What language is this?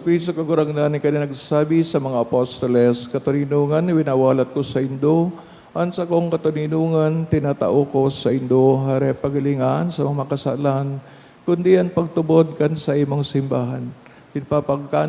Bikol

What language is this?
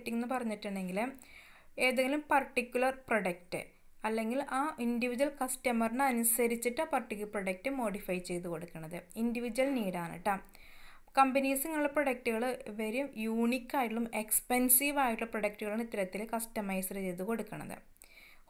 Malayalam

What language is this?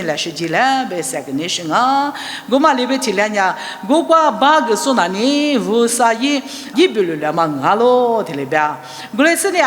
Lisu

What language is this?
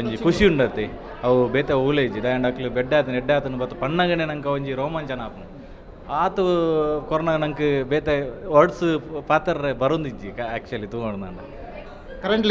Tulu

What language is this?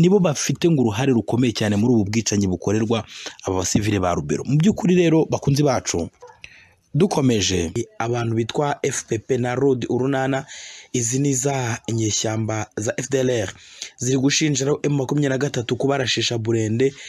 Kinyarwanda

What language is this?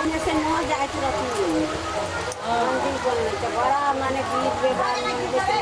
Maithili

